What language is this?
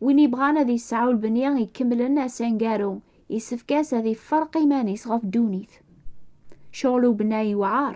Kabyle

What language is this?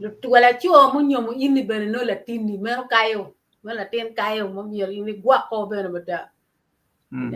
Acoli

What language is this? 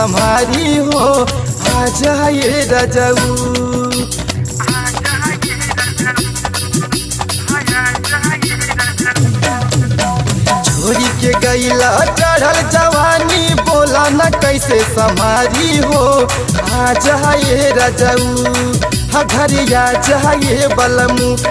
Bhojpuri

